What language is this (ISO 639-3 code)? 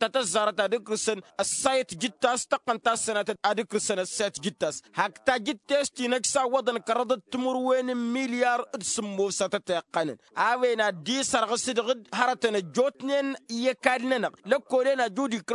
taq